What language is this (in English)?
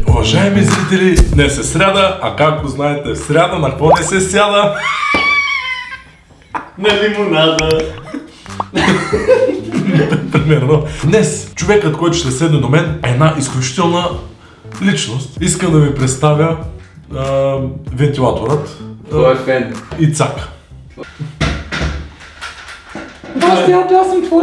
Bulgarian